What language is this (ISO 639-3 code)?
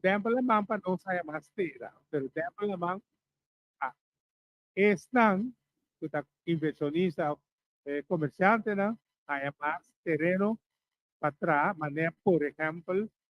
pap